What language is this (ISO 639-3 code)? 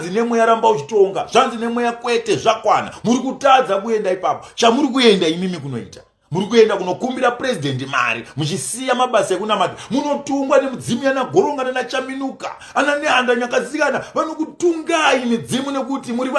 sna